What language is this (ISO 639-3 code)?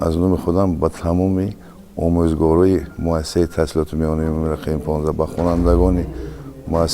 tgk